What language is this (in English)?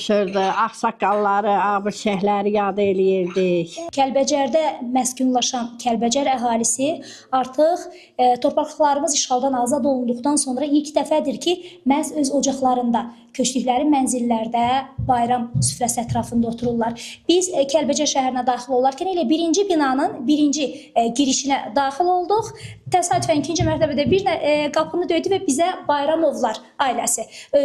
Azerbaijani